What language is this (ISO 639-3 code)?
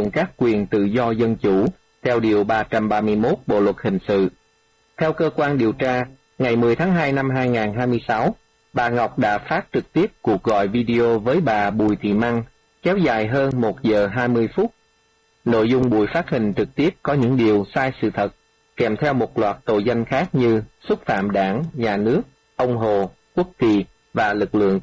vie